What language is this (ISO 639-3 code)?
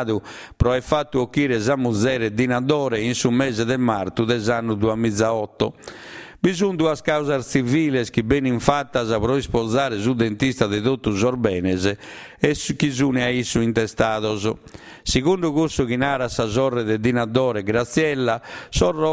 srd